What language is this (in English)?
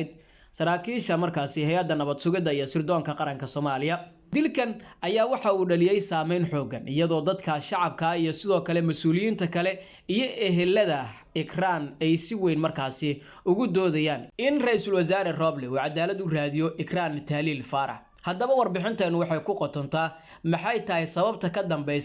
Somali